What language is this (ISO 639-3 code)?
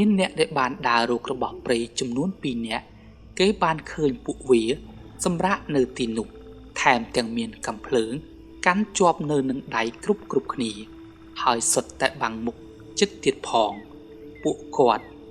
khm